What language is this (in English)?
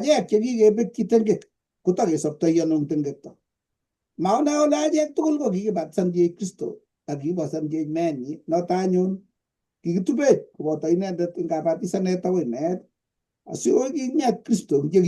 Kalenjin